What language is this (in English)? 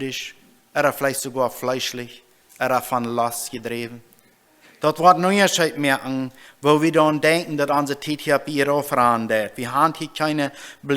Plautdietsch